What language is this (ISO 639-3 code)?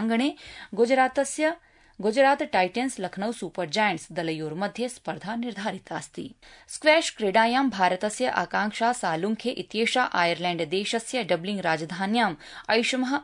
san